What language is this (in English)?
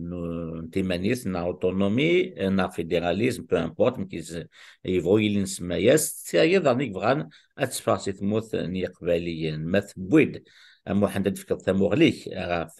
Kabyle